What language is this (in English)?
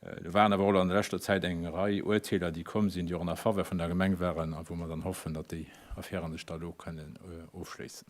Luxembourgish